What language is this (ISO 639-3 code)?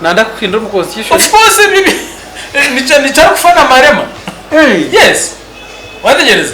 nyn